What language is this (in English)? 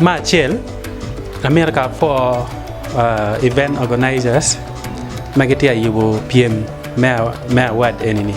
Acoli